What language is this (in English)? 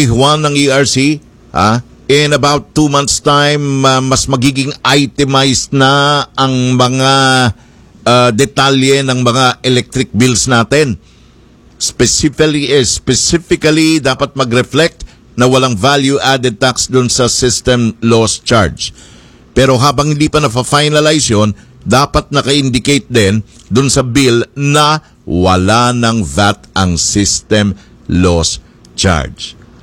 Filipino